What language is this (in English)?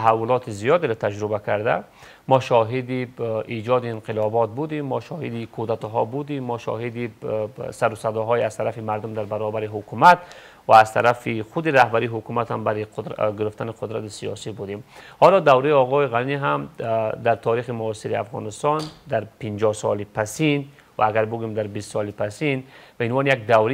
Persian